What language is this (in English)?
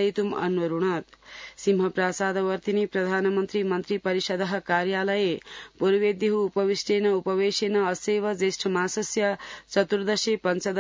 Sanskrit